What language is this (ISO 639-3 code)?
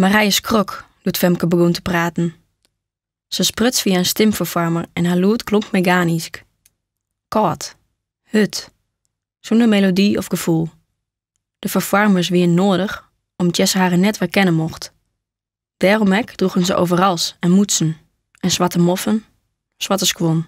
fry